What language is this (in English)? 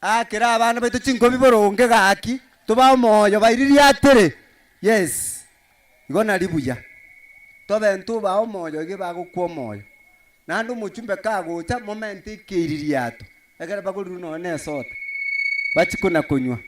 Gusii